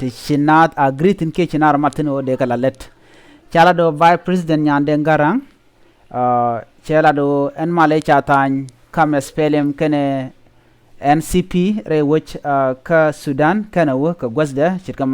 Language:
Nuer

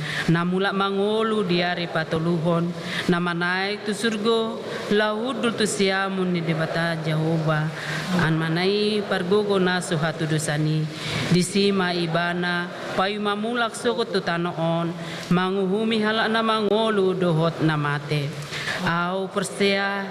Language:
Batak Toba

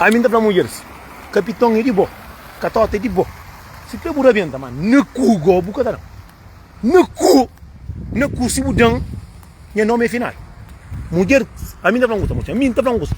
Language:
Kabuverdianu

